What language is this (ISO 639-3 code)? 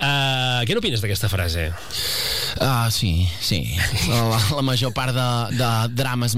cat